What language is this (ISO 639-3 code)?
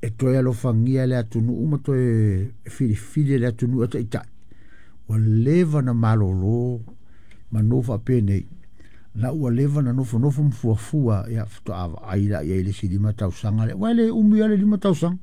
smo